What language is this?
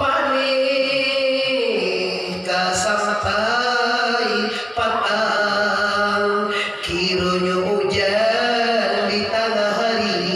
Minangkabau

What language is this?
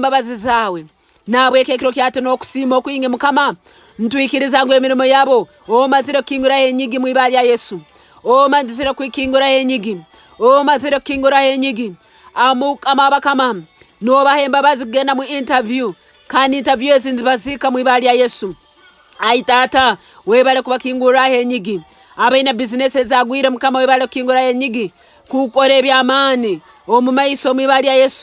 Nyoro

